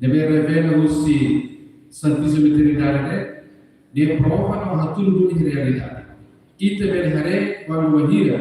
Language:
Tetum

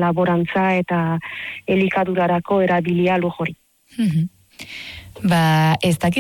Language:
Basque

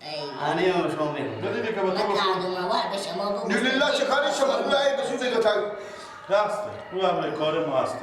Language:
Persian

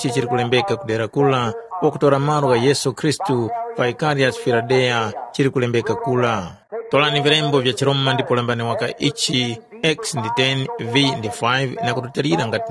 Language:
Tumbuka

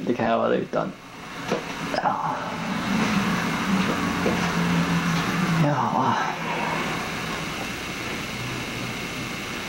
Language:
Swedish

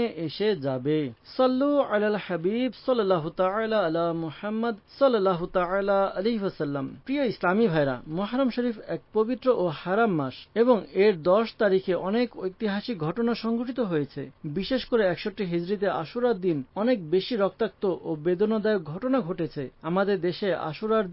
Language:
Bangla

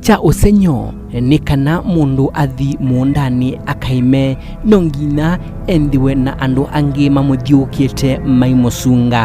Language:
Kamba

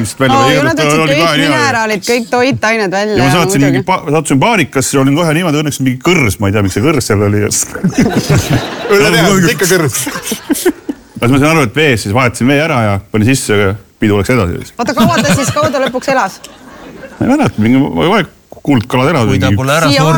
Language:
Estonian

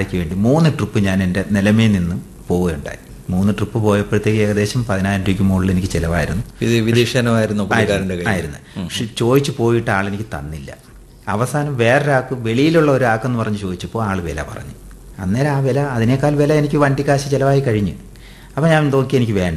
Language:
Malayalam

